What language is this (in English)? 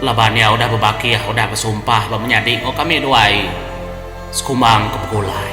Iban